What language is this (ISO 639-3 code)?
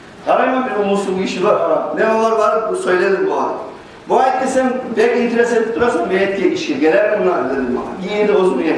kum